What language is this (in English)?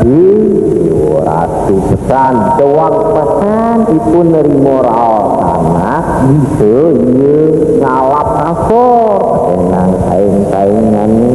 Balinese